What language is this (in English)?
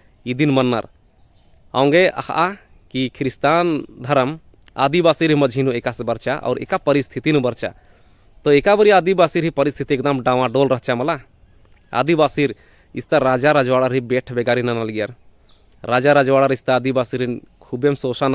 Kurukh